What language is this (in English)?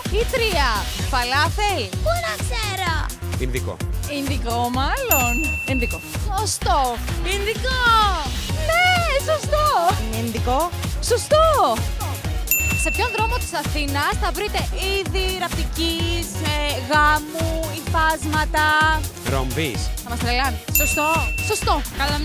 Greek